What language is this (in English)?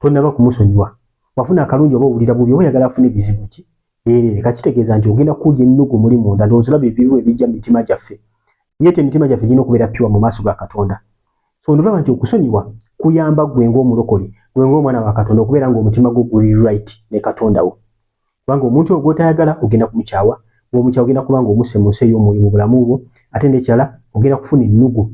Ganda